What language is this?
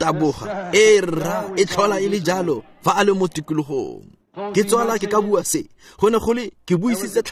Tswana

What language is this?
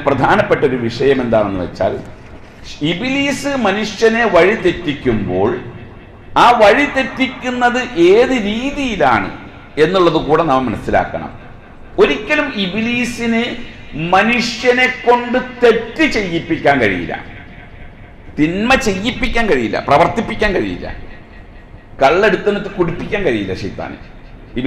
Malayalam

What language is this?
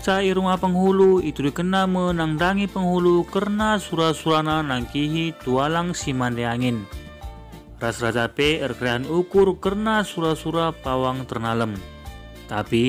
Batak Karo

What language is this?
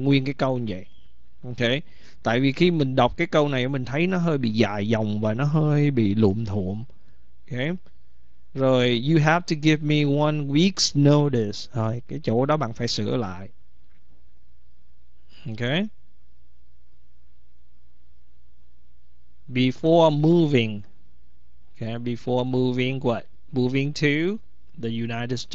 Vietnamese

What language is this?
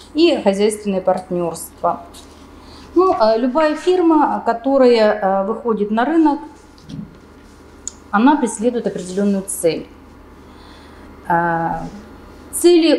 Russian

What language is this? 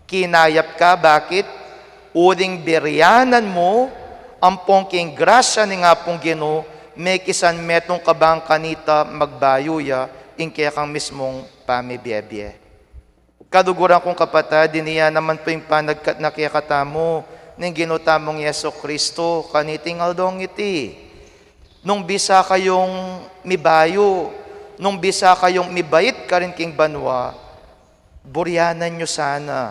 Pampanga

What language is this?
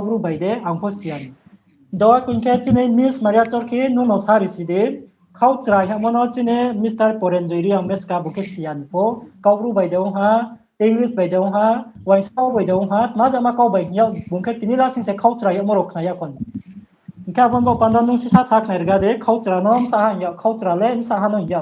Riang (India)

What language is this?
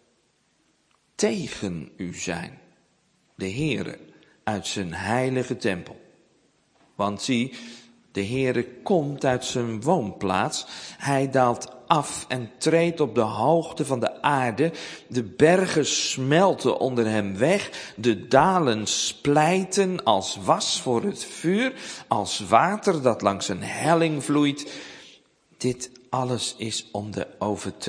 Dutch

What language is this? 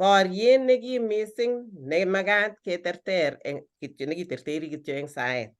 Kalenjin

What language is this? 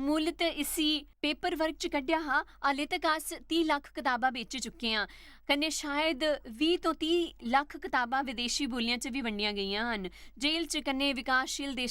Dogri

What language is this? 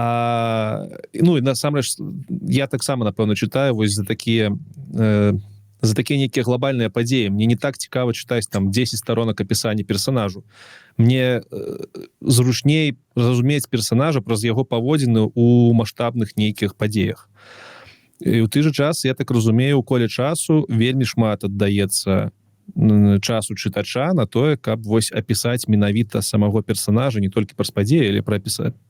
Belarusian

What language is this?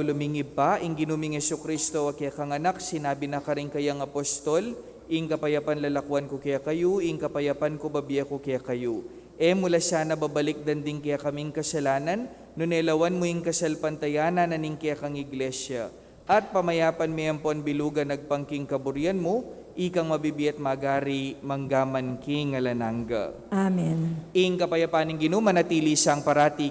Pampanga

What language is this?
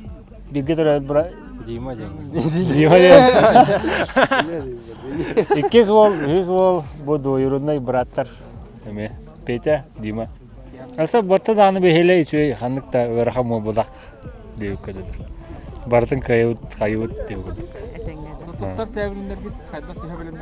Yakut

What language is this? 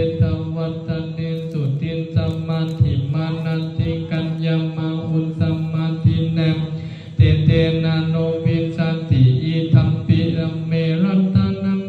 Pali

